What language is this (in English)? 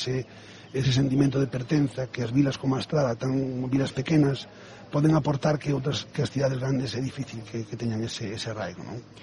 Galician